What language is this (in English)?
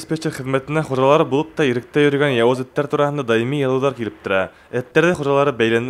Bashkir